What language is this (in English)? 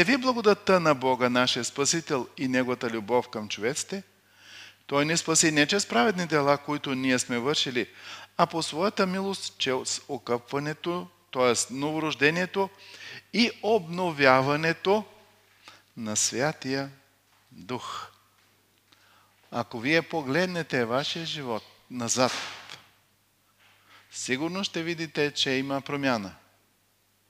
Bulgarian